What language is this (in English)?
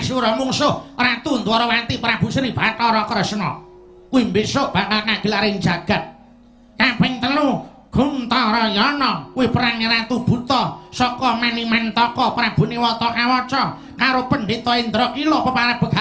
Javanese